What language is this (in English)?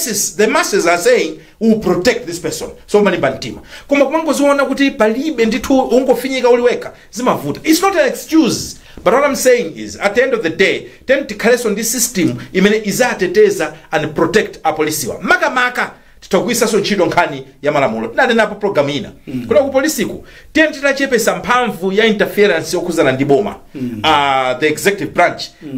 Nyanja